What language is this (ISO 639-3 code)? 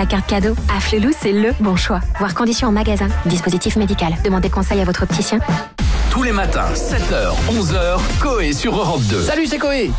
fra